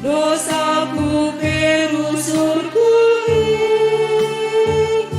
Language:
Batak Karo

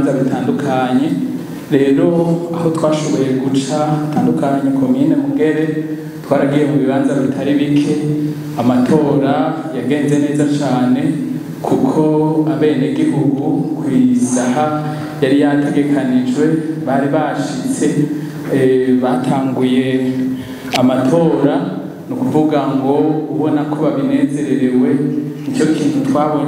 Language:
Rundi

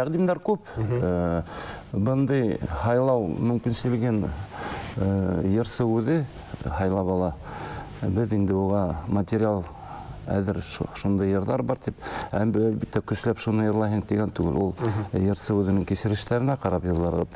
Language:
Bashkir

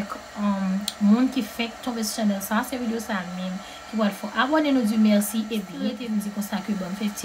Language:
Haitian Creole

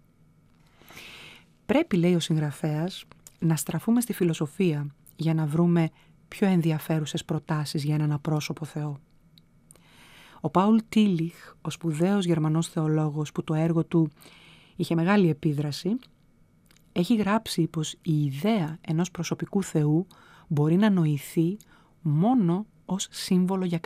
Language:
Greek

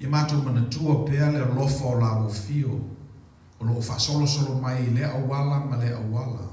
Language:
Samoan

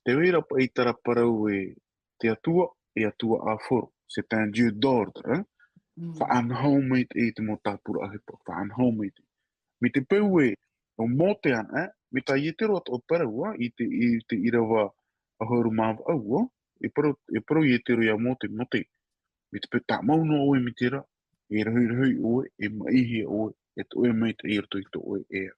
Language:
Tahitian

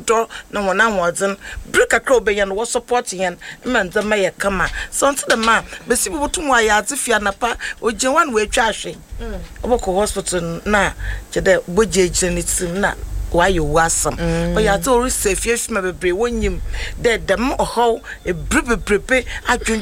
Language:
Akan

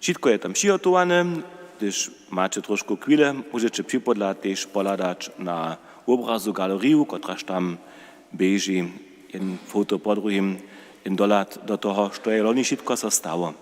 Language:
Upper Sorbian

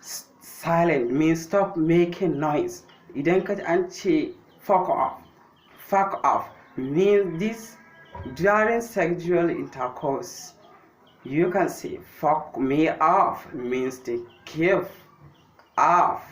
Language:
Hausa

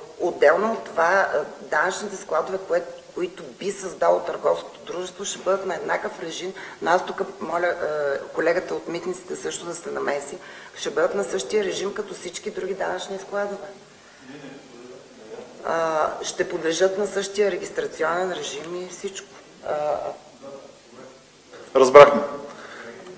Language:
Bulgarian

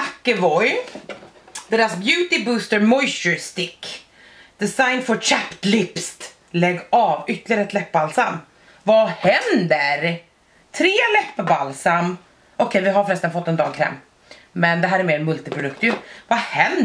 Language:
Swedish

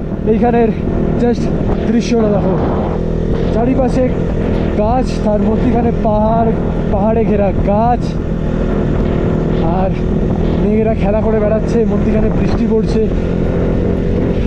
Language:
Bangla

